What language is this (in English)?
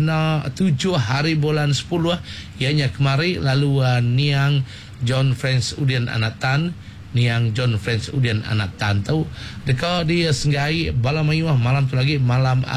Iban